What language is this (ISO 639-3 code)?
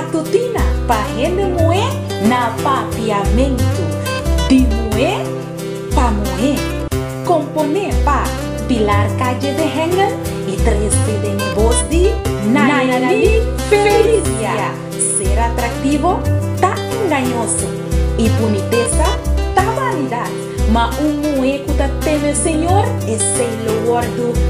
pap